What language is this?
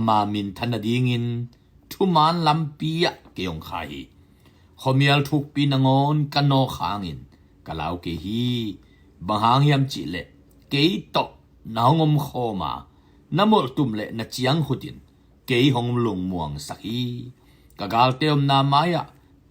Tedim Chin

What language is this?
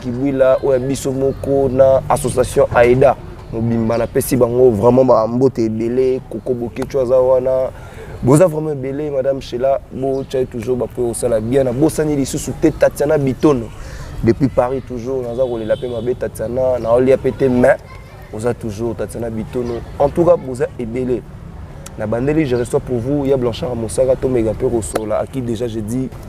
Lingala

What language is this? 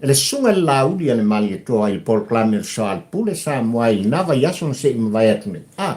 Samoan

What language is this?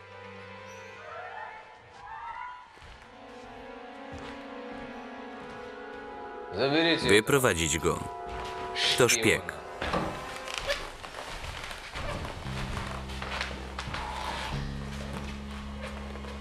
Polish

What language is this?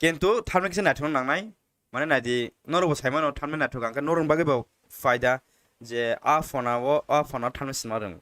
Kok Borok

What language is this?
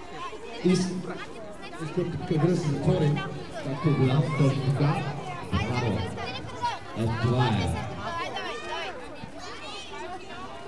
Bulgarian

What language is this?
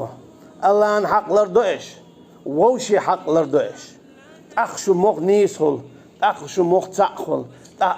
Chechen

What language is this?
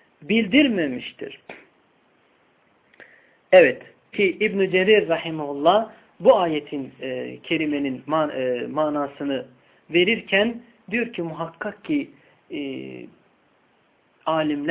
Turkish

